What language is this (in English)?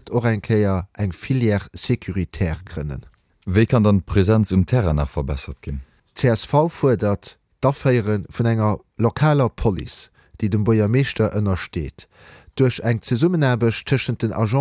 Luxembourgish